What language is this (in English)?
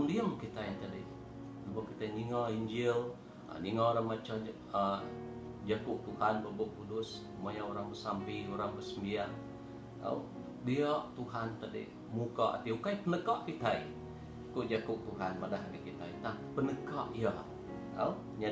Iban